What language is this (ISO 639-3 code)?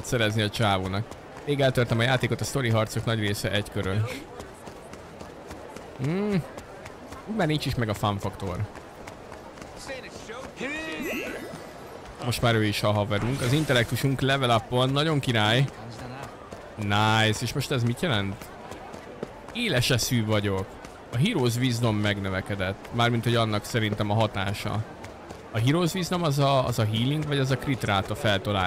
hun